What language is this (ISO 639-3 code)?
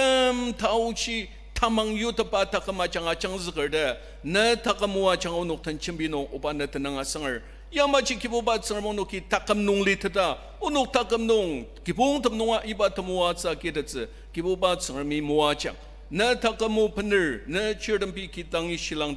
njo